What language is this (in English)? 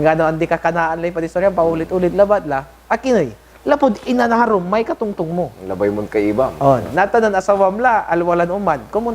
Pangasinan